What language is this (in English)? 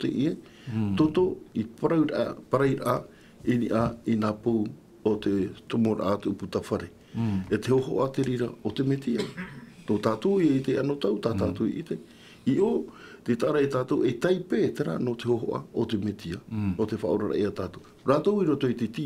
Tahitian